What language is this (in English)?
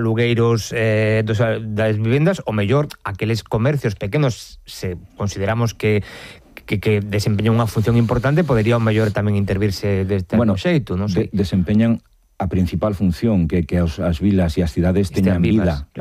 Galician